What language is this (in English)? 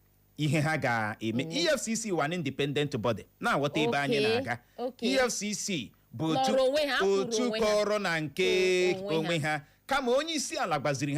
Igbo